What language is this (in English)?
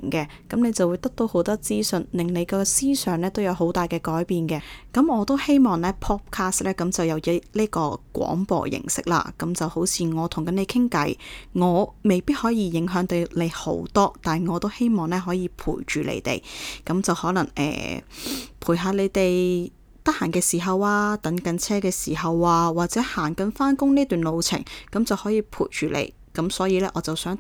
Cantonese